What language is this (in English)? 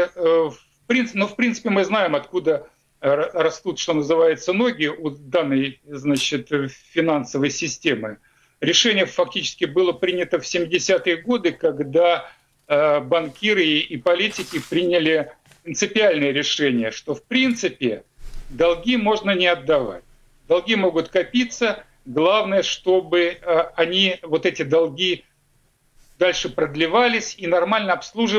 Russian